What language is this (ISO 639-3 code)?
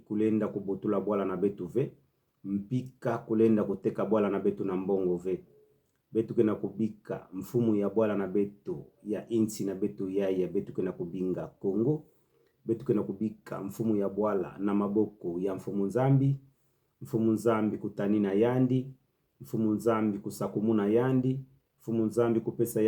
ktu